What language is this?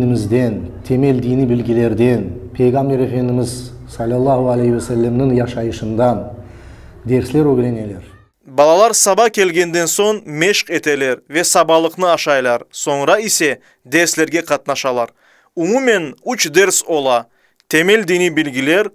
Crimean Tatar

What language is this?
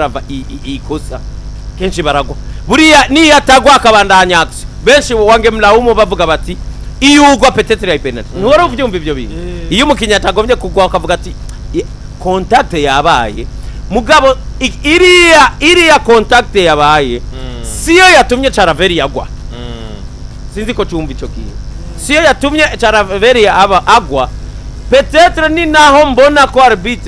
Rundi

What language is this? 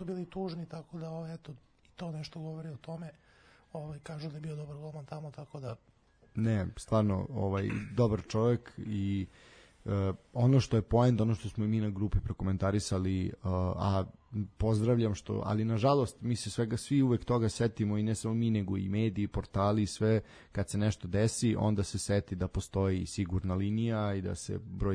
Serbian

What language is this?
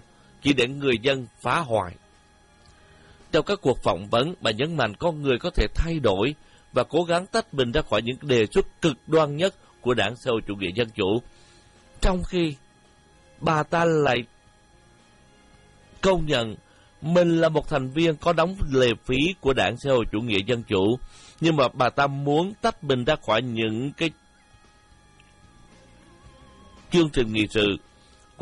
Vietnamese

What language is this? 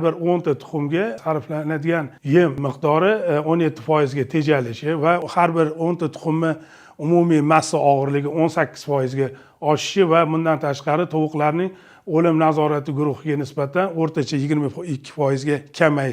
Uzbek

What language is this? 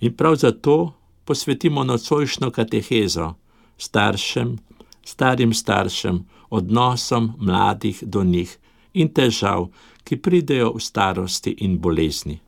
Slovenian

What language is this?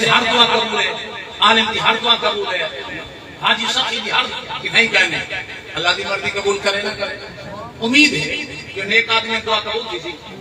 Saraiki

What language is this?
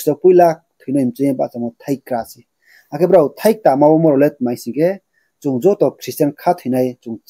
Riang (India)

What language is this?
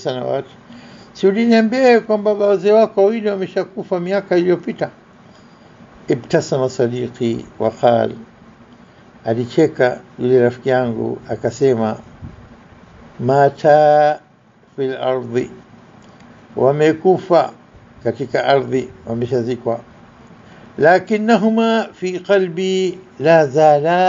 Swahili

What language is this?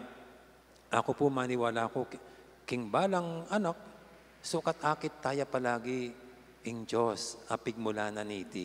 Pampanga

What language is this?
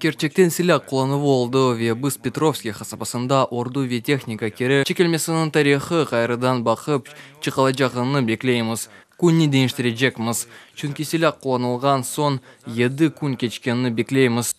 Crimean Tatar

